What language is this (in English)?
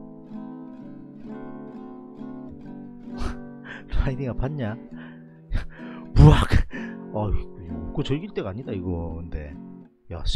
Korean